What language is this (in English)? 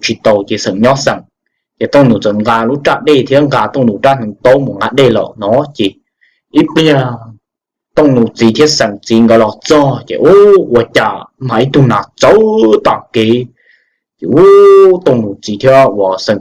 Hmong